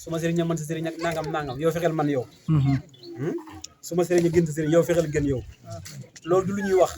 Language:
Wolof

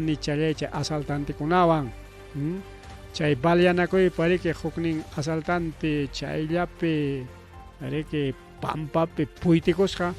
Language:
Ayacucho Quechua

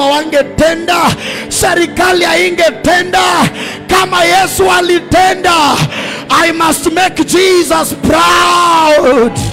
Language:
Swahili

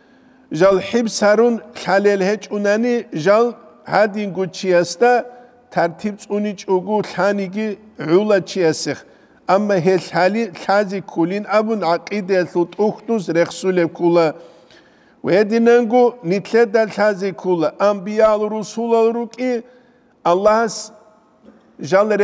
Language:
Avaric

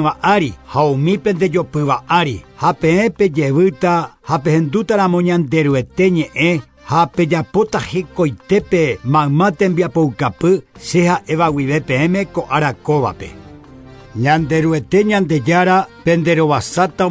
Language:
Guarani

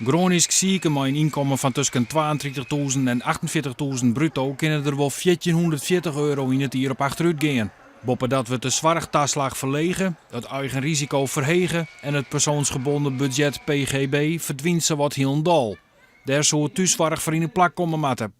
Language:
Western Frisian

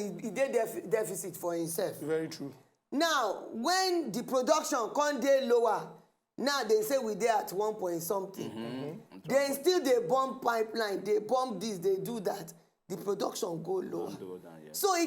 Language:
Nigerian Pidgin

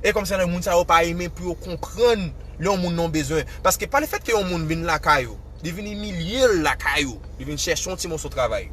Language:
Haitian Creole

